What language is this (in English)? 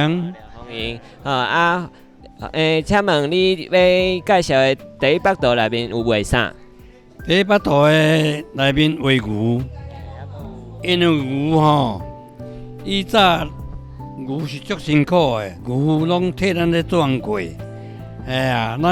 Min Nan Chinese